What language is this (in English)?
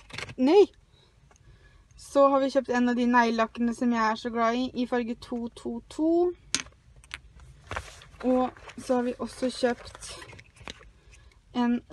Norwegian